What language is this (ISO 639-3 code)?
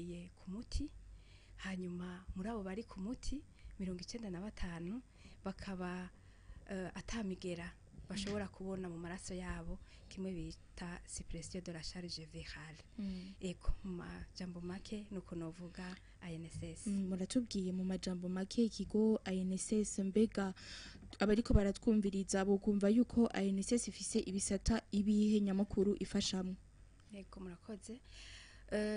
run